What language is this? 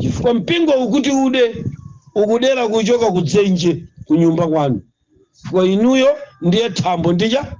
Nyanja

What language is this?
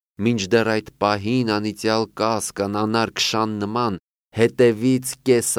Armenian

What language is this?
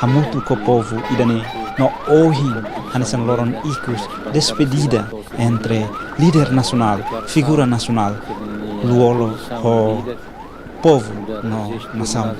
Tetum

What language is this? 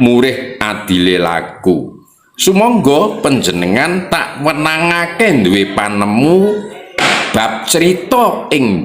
Javanese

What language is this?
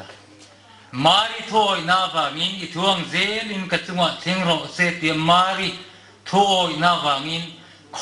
Mizo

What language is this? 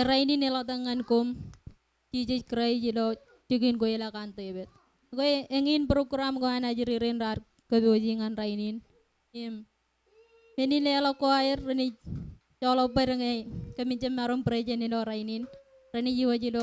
Marshallese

